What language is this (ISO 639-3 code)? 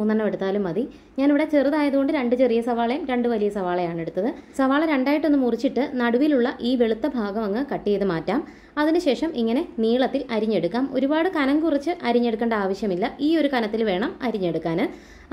mal